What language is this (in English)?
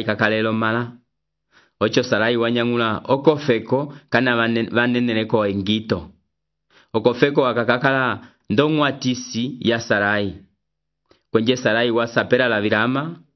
Umbundu